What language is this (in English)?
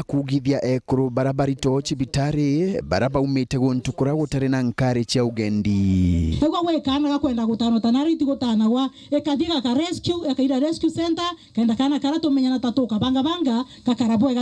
Meru